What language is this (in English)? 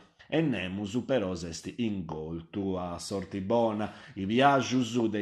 Sardinian